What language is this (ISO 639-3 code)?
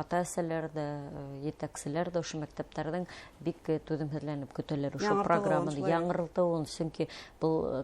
bak